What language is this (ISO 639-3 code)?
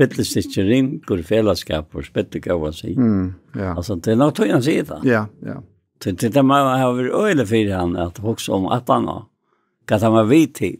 fao